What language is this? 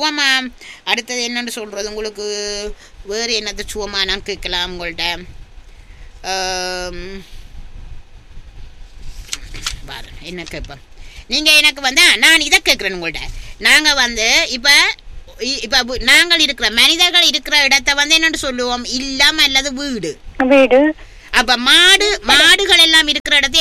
Tamil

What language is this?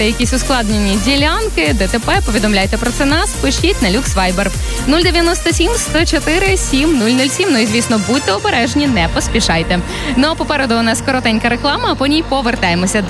Ukrainian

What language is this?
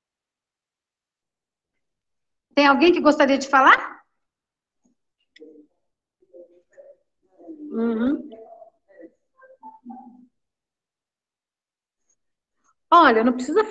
Portuguese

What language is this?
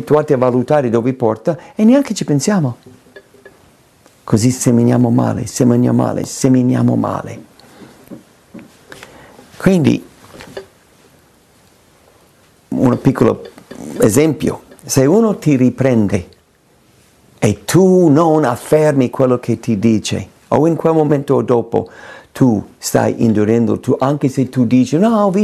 Italian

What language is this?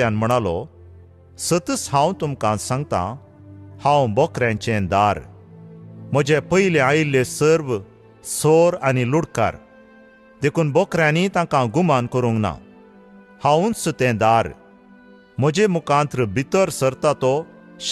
Konkani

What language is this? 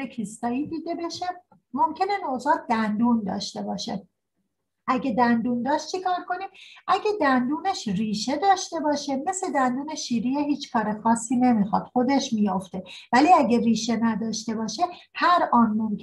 Persian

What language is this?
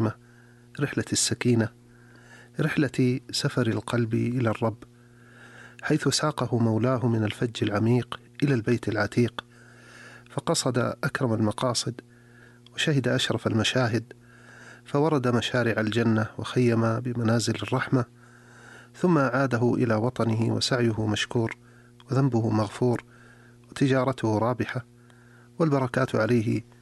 Arabic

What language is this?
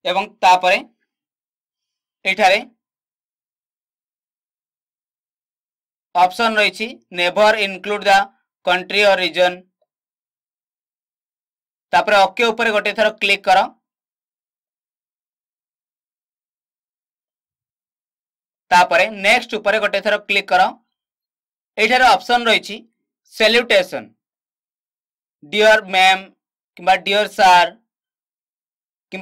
Odia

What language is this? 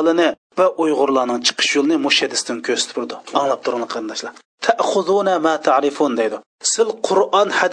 Uyghur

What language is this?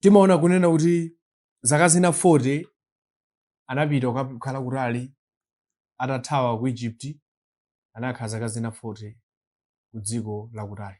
Nyanja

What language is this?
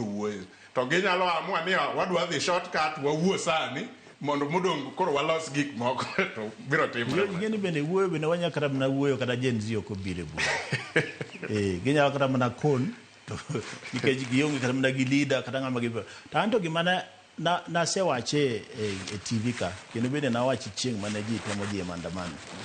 Luo (Kenya and Tanzania)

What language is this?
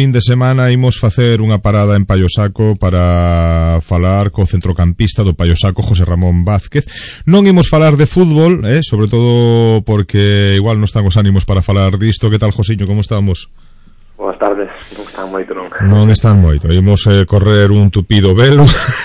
Galician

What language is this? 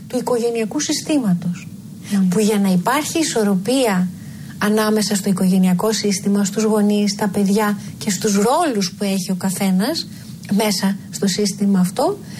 Greek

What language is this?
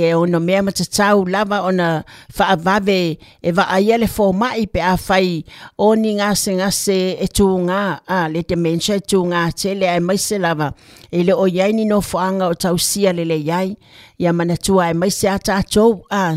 Samoan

